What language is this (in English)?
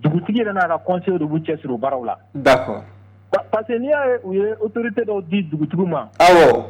Bambara